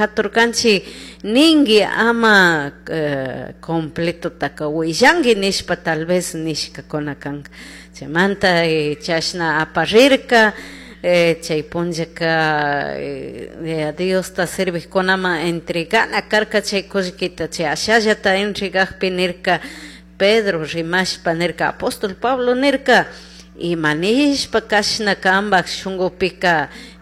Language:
Chimborazo Highland Quichua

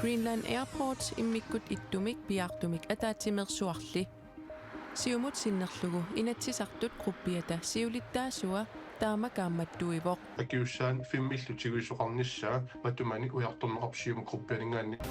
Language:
Kalaallisut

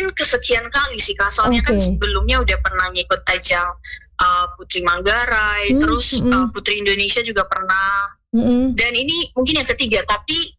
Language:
Indonesian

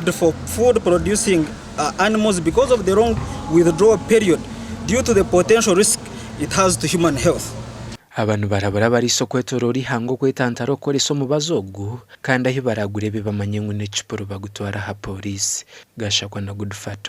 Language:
Nyankole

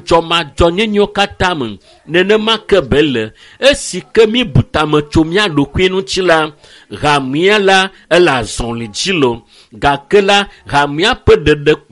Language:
Ewe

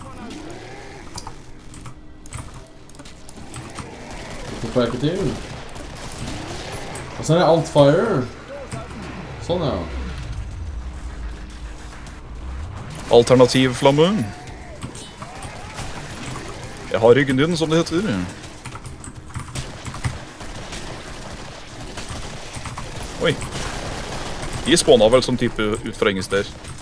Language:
Norwegian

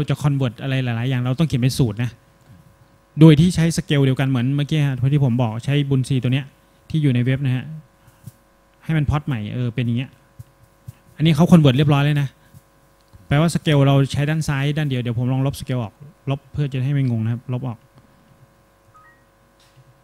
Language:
Thai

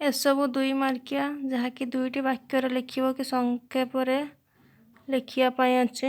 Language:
Odia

